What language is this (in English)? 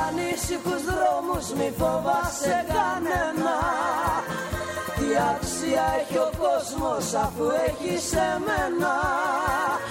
Greek